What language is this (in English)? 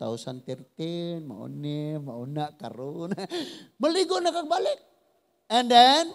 Cebuano